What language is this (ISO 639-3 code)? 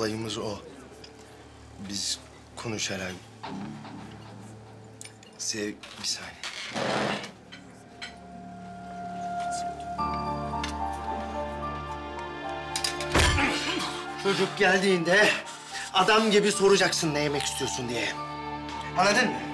tur